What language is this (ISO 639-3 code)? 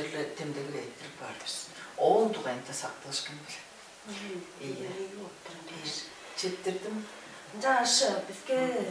tyv